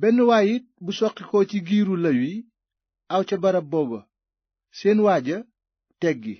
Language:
Wolof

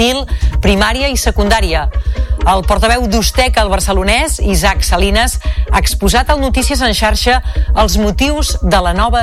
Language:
Catalan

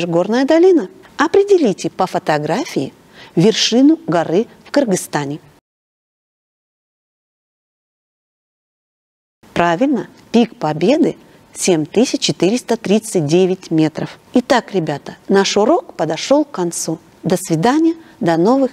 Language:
Russian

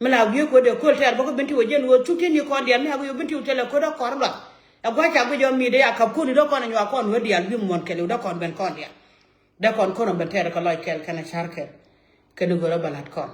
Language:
Nuer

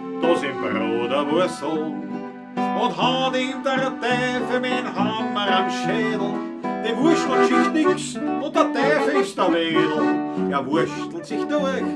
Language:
Bavarian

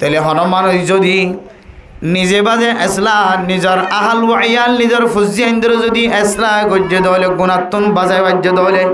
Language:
Rohingya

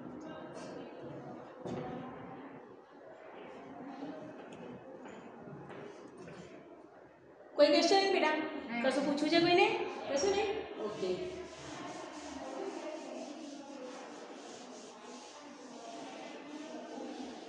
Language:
Gujarati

